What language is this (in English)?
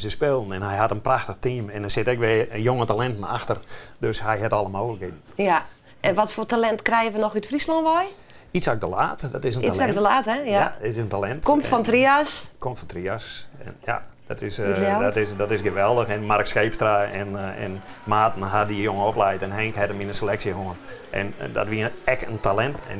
Western Frisian